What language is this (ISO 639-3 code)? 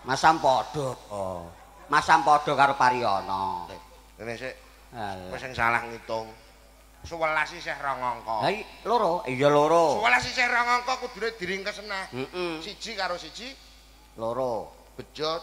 jav